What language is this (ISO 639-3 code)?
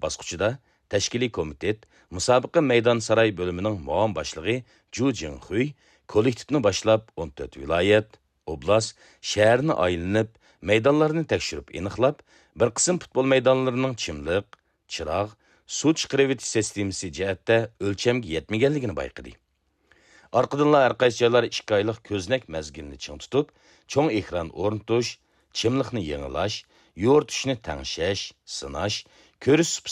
uig